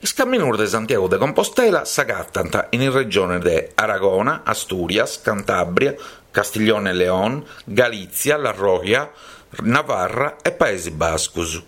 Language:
Sardinian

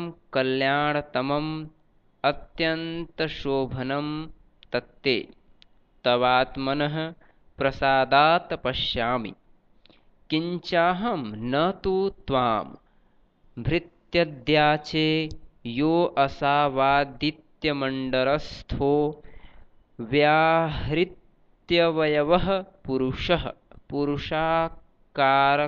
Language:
Sanskrit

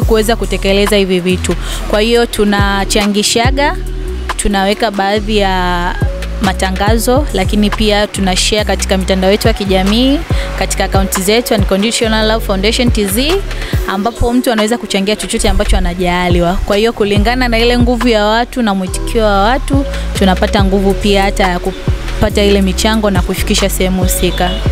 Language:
Swahili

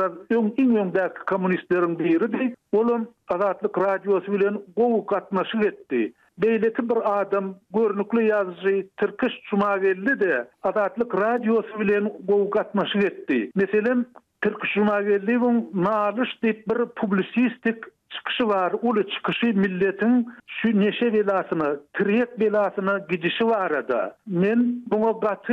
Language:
Turkmen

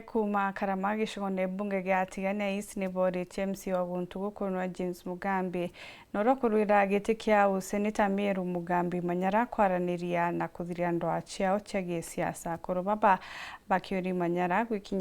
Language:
Meru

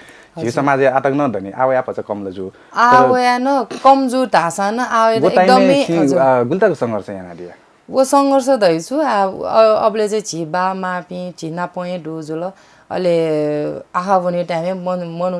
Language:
Newari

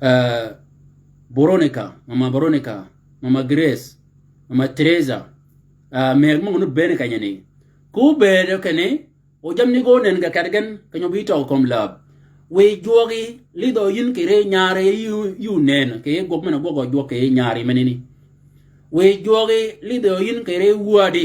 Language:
Shilluk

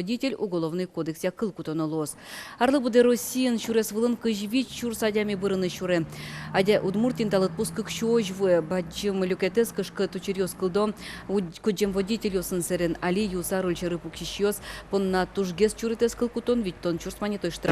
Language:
Udmurt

